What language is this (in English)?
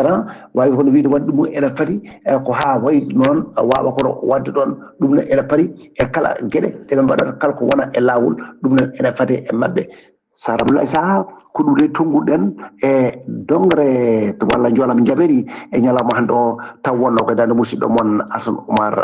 Fula